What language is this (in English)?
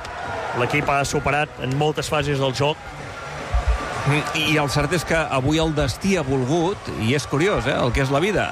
Catalan